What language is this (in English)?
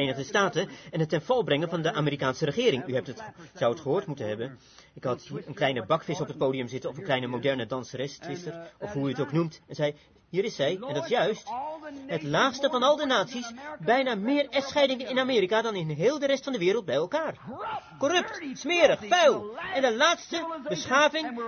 Dutch